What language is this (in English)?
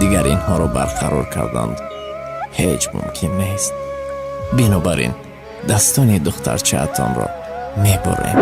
Tajik